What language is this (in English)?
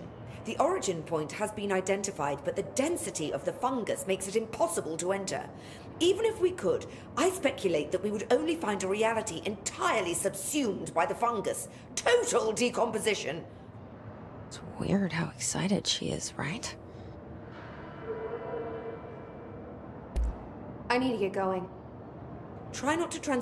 English